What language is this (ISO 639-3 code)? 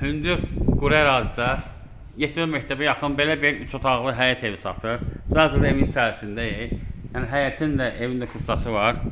aze